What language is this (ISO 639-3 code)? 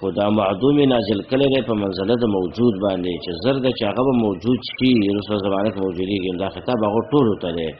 pus